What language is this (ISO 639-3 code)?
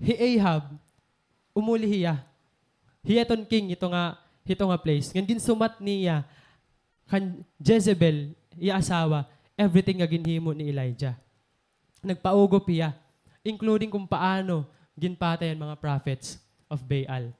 war